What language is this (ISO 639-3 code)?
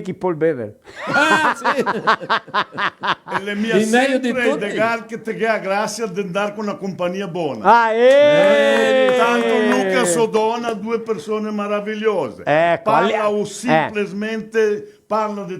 vec